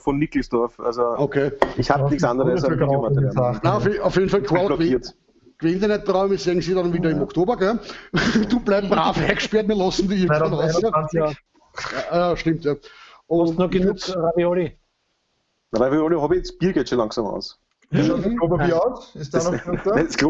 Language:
Bavarian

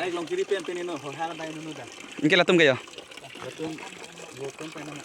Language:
Karbi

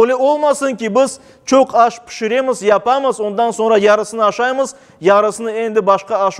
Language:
Crimean Tatar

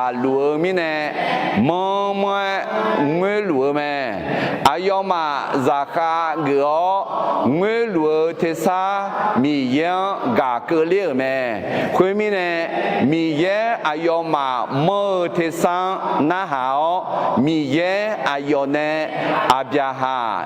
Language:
Akha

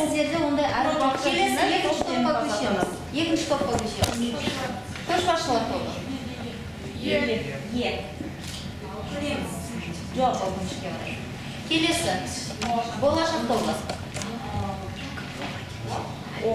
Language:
Kazakh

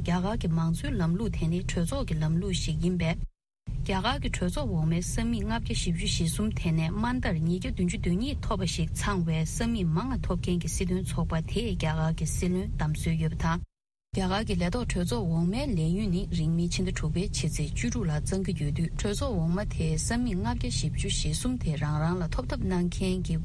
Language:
Tibetan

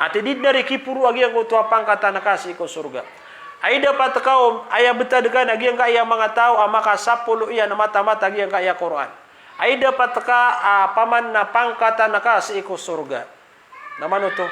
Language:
Maranao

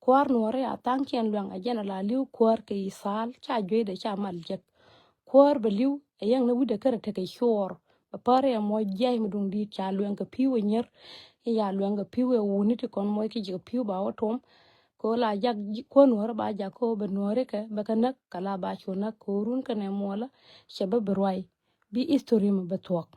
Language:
Nuer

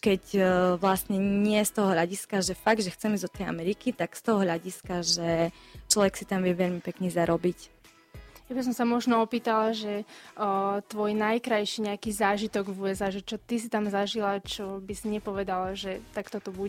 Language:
Slovak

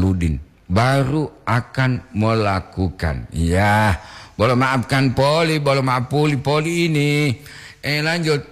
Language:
Gorontalo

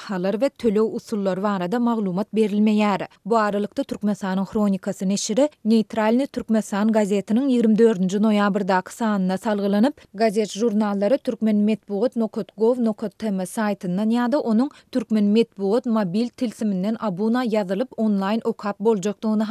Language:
Turkmen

